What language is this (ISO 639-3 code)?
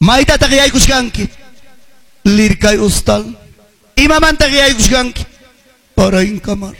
que